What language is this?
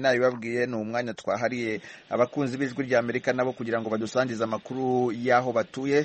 Kinyarwanda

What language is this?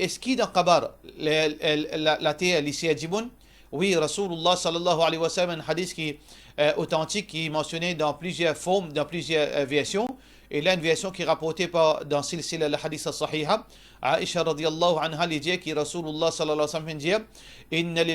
Morisyen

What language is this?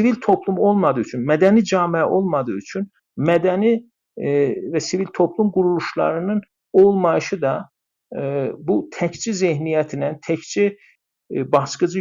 South Azerbaijani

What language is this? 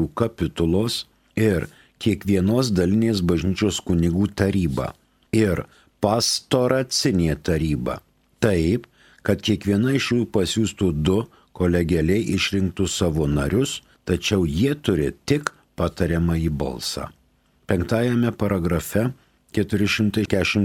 Lithuanian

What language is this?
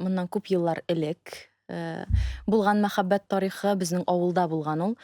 Tatar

